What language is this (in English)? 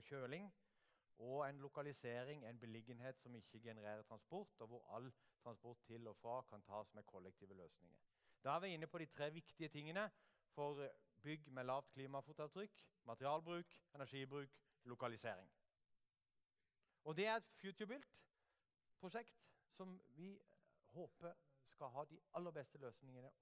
Norwegian